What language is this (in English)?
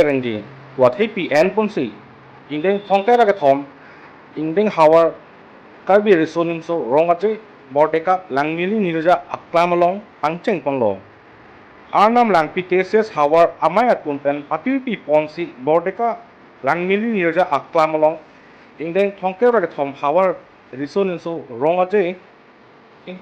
Karbi